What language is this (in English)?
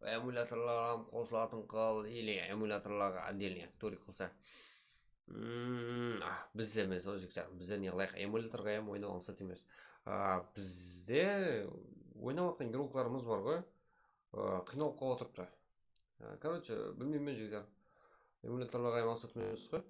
Kara-Kalpak